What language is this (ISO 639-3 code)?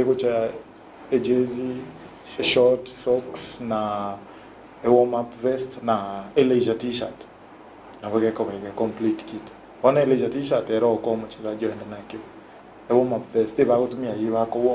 guz